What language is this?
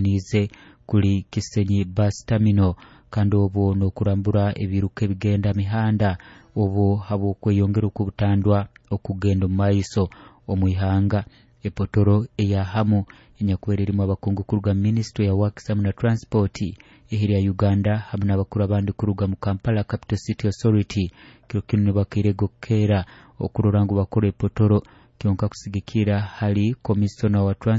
Nyoro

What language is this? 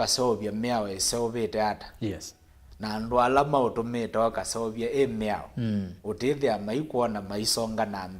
Kamba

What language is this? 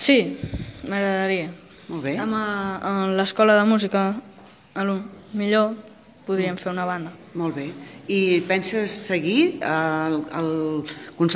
Catalan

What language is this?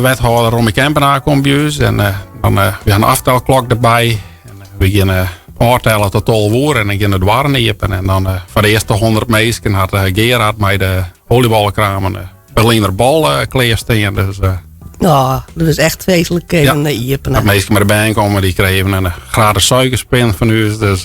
Western Frisian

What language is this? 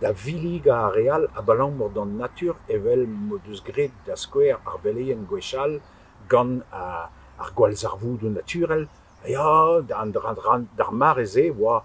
Breton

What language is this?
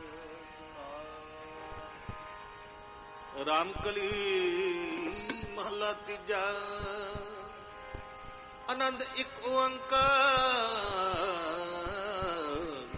Punjabi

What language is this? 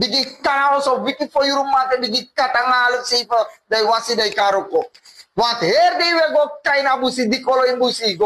Sranan Tongo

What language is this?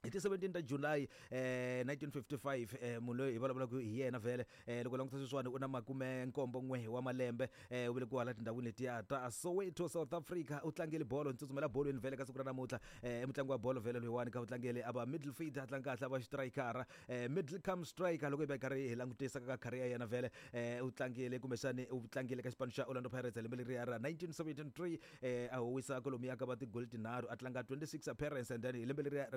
Tsonga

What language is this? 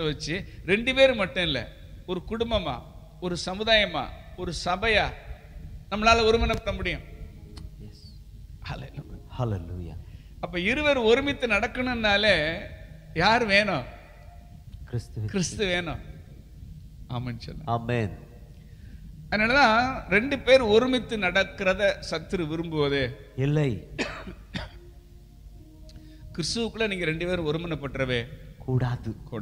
Tamil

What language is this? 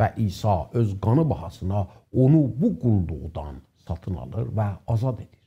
South Azerbaijani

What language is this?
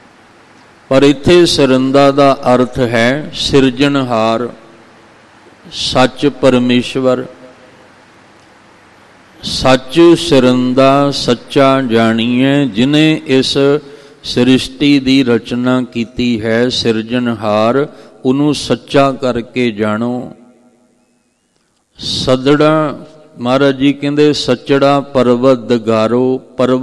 Punjabi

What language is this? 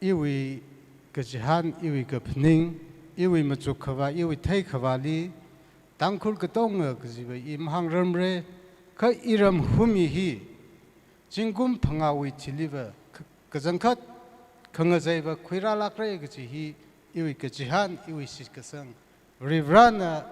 Tangkhul Naga (India)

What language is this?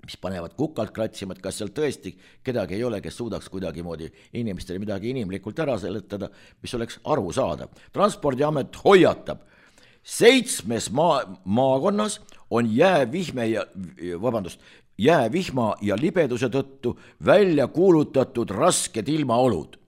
Estonian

